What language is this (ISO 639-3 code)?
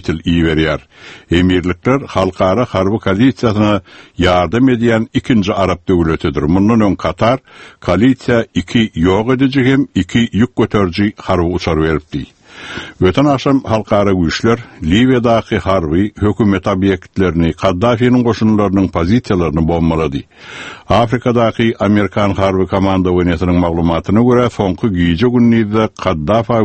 tuk